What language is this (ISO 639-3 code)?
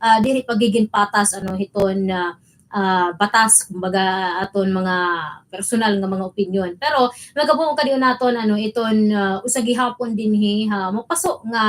war